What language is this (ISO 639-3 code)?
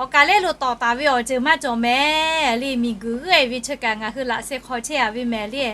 lhu